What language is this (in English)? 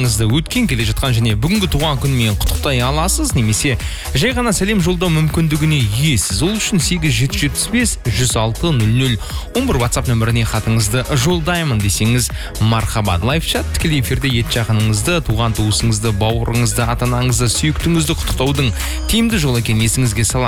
Kazakh